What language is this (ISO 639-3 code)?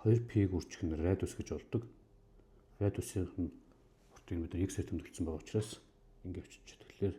mon